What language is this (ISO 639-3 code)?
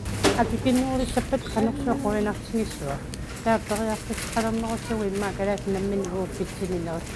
kal